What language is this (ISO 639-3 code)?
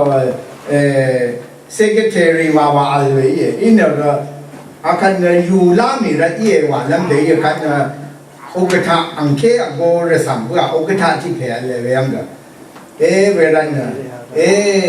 raw